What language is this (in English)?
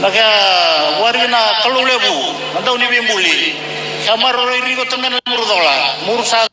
Fijian